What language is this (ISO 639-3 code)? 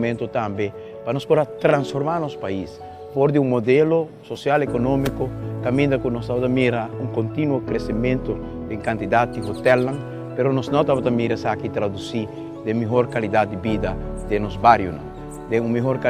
pap